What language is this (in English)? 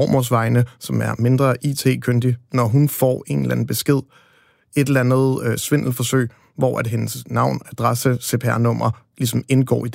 Danish